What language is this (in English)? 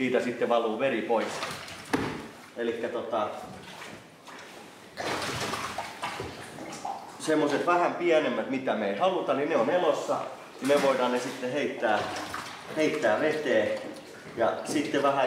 Finnish